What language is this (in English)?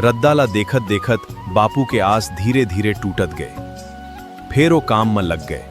Chhattisgarhi